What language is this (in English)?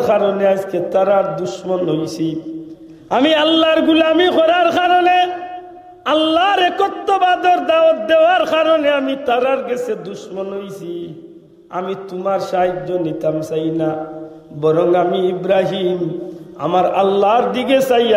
Sylheti